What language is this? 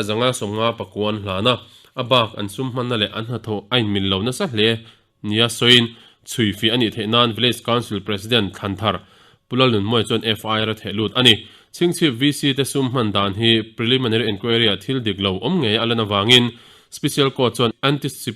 Mizo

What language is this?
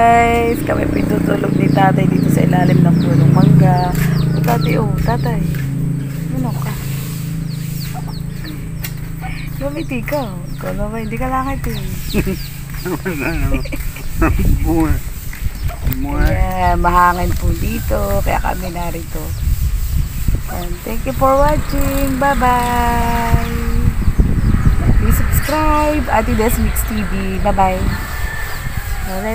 Filipino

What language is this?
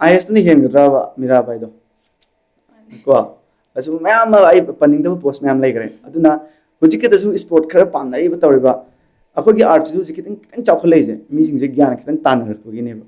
Manipuri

